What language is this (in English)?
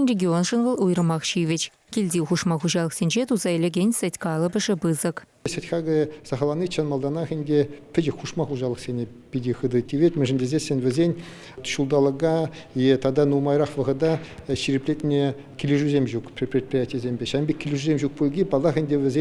Chuvash